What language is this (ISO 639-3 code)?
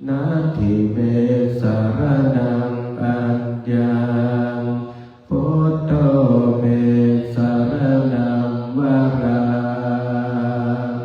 pli